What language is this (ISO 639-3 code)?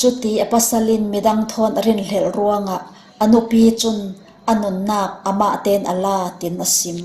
cfm